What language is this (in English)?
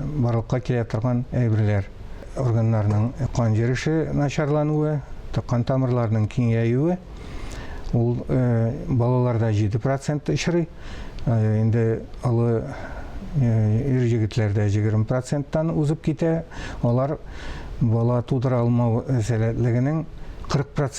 Tatar